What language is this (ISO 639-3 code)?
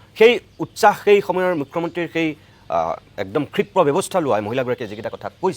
asm